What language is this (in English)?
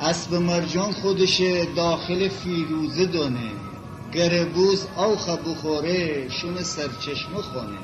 Gilaki